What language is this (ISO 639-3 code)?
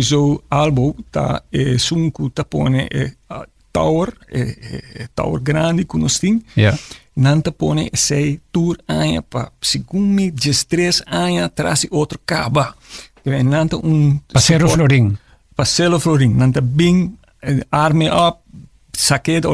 pap